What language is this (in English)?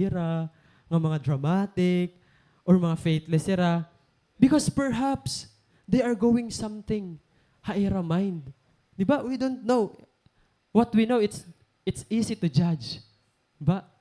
Waray